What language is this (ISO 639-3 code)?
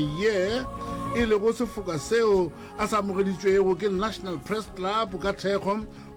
nso